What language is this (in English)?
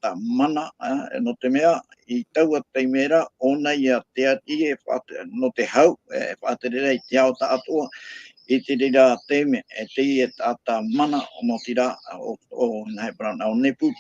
Tahitian